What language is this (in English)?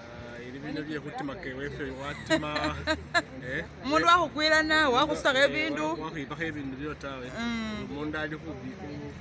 Masaaba